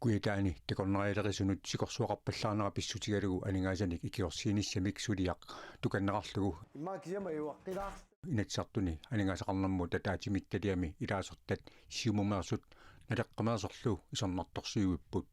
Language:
Kalaallisut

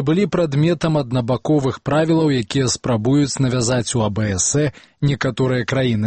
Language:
Belarusian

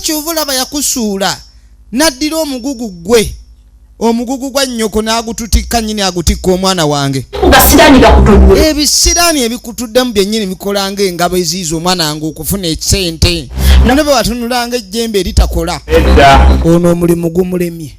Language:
Ganda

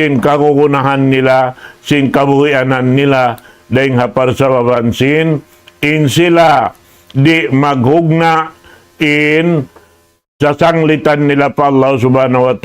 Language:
Tausug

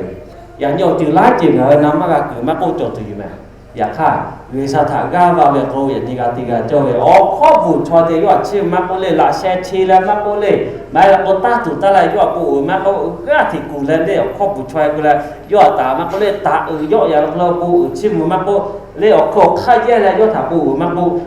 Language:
Lahu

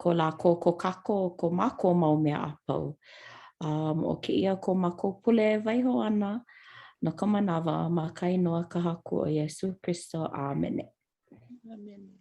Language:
Hawaiian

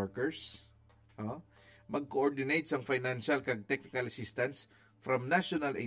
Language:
Hiligaynon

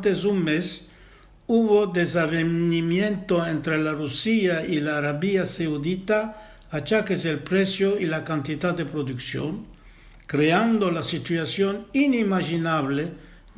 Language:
Ladino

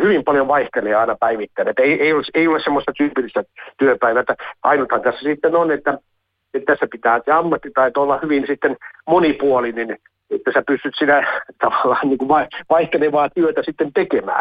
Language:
Finnish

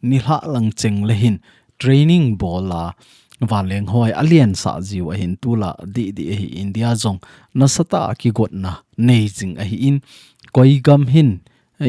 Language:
Thado Chin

